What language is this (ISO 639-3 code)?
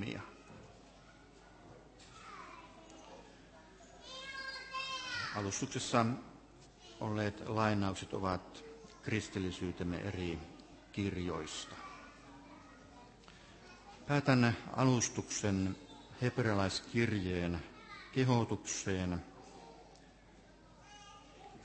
fin